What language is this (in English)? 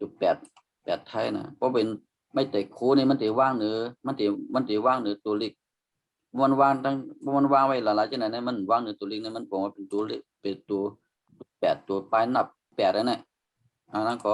Shan